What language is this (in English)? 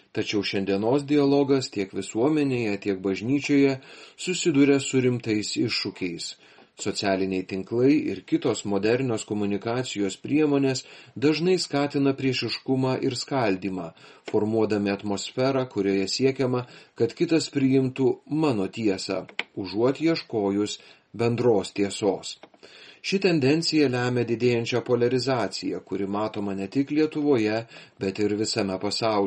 Lithuanian